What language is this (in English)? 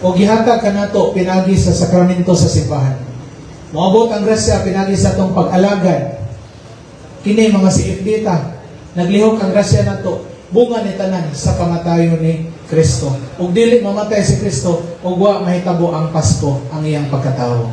Cebuano